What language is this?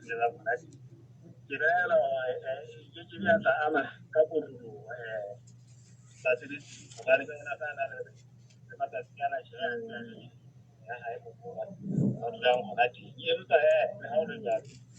Southern Sotho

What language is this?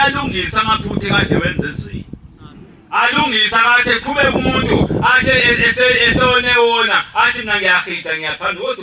Zulu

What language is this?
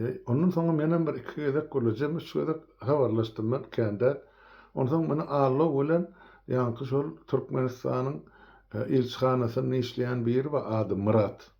Turkmen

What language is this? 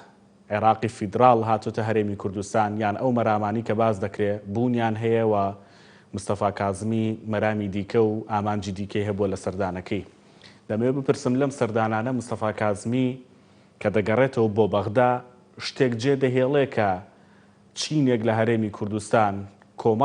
Central Kurdish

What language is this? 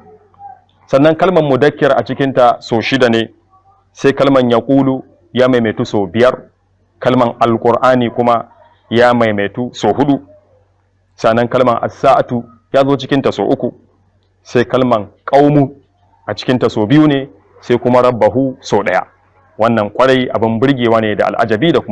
Hausa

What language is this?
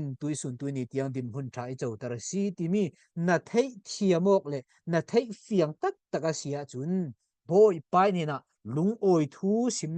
Falam Chin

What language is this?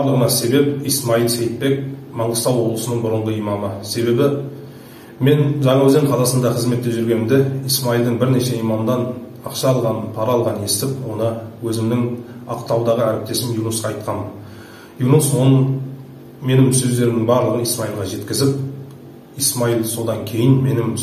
Kazakh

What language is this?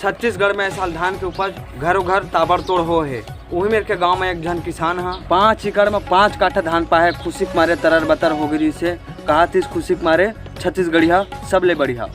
Chhattisgarhi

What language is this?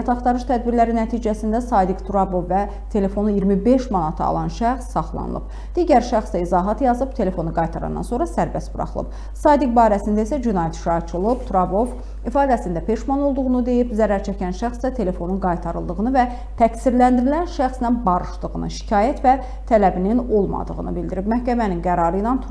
Azerbaijani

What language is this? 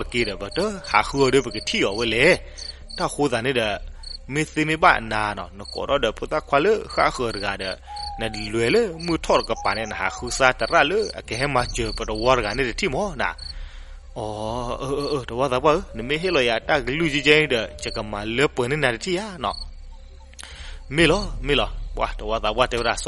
S'gaw Karen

